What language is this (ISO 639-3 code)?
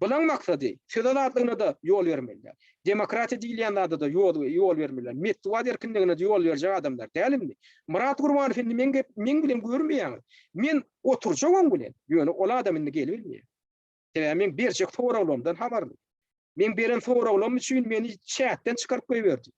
tuk